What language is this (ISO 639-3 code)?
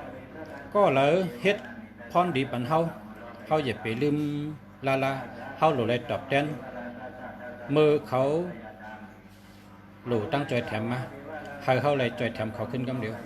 shn